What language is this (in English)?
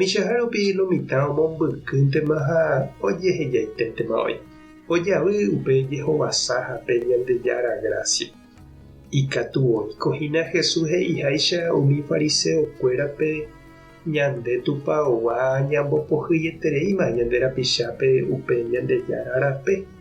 Guarani